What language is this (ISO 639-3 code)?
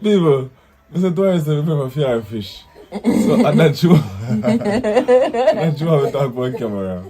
jam